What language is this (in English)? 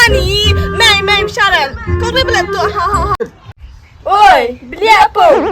Khasi